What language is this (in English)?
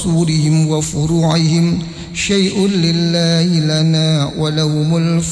Arabic